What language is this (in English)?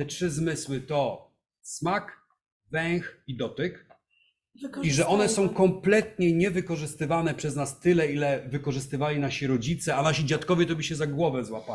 Polish